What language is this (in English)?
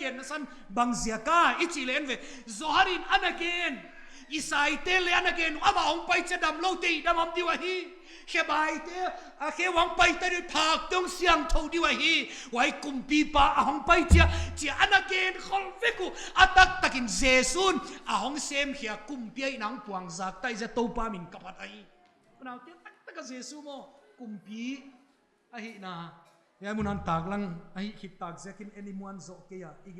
Paite Chin